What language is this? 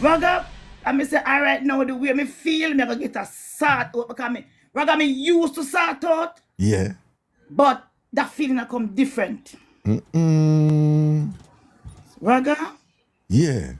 Jamaican Creole English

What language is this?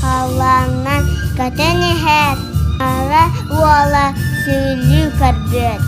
Yakut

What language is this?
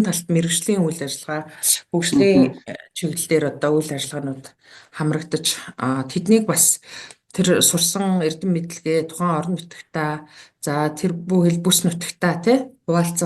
Mongolian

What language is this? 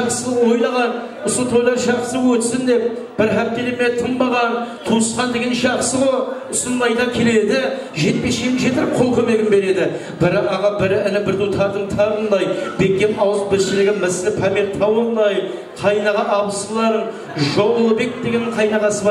Kara-Kalpak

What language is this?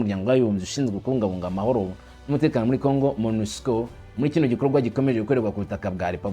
Kinyarwanda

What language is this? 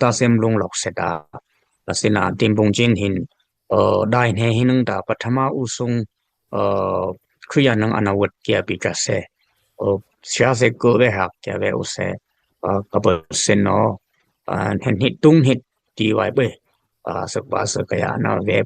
Dimasa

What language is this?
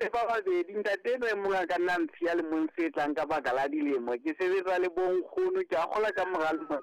Southern Sotho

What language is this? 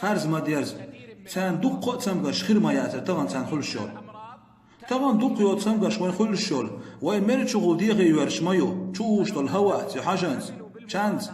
Chechen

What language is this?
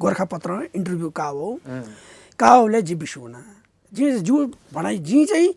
Newari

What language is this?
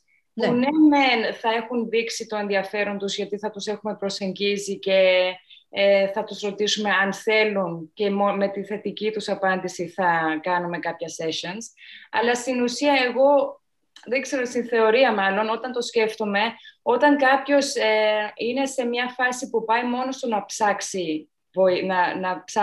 Greek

